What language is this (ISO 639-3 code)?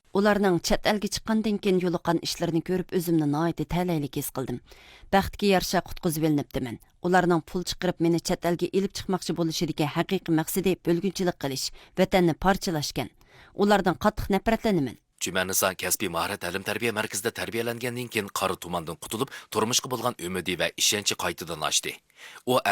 uig